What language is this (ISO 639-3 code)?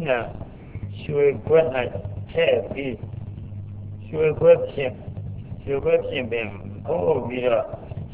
mya